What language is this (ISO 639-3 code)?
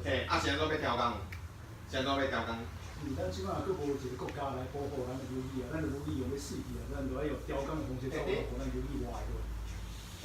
nan